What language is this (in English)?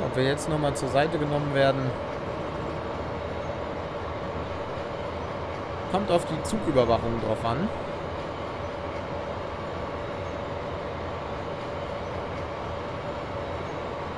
German